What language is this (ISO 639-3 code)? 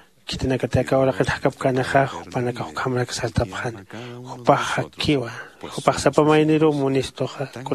aym